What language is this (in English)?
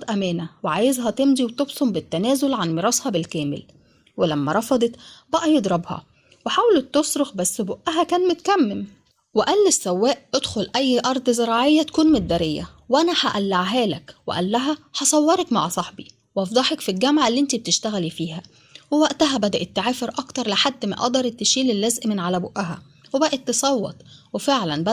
Egyptian Arabic